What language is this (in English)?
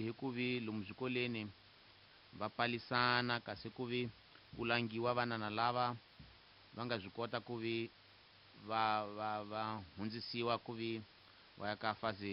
Tsonga